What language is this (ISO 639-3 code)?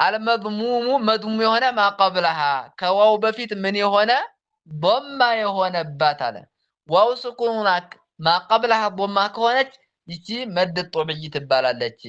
amh